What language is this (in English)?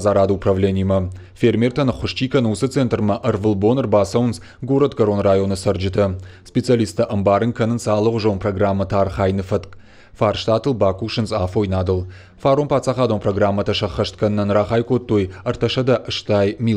Ossetic